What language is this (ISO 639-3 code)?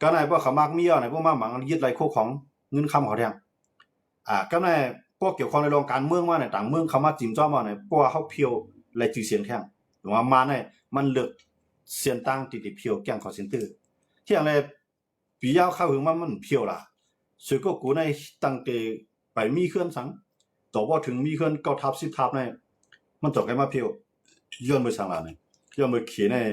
shn